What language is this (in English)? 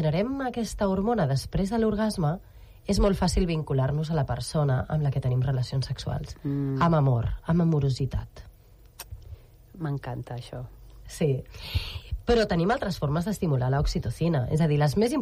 Catalan